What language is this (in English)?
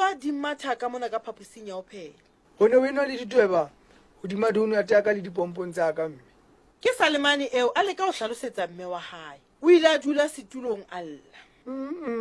Southern Sotho